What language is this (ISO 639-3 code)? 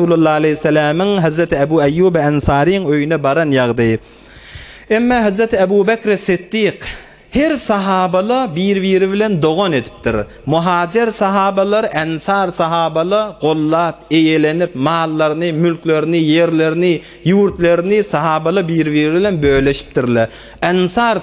tuk